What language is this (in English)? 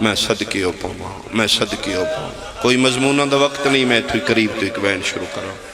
Pahari-Potwari